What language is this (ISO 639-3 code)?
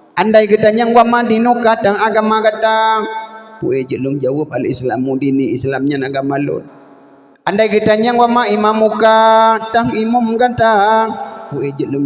ace